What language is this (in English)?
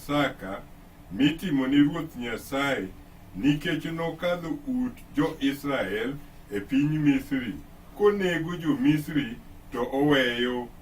Luo (Kenya and Tanzania)